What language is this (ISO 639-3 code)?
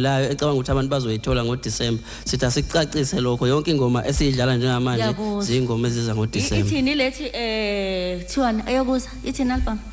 zul